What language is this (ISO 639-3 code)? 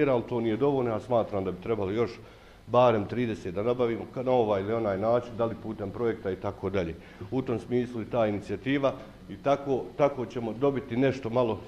bos